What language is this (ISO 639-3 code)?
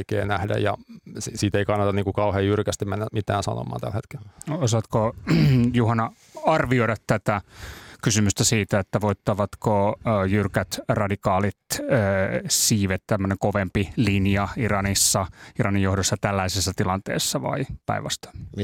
fin